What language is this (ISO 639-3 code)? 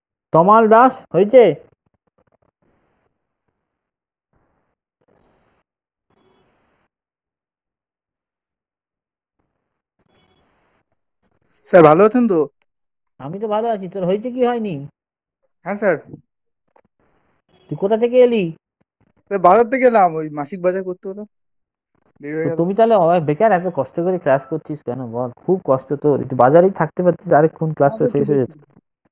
ben